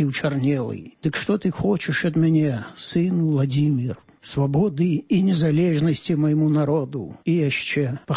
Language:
Belarusian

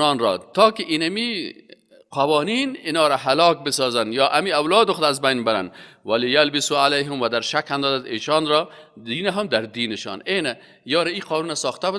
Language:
Persian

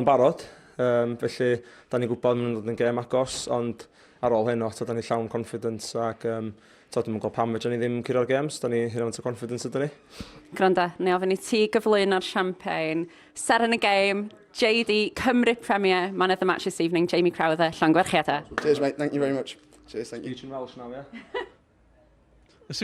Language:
Welsh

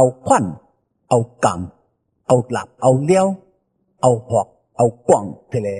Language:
Shan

